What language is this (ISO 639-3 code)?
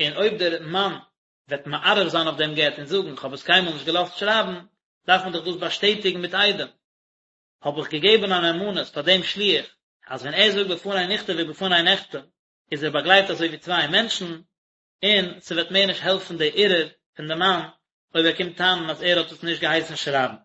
yid